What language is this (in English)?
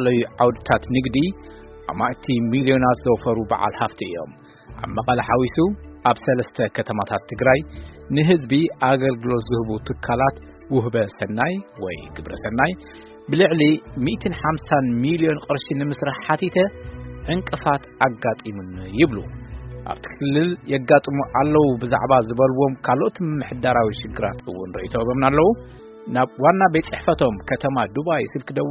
Tigrinya